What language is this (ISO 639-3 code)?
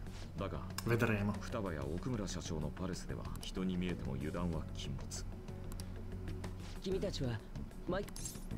ita